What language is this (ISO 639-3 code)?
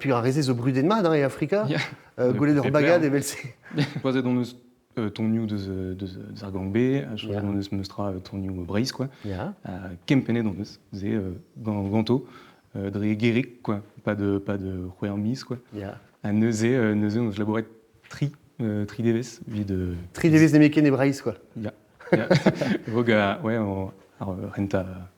bre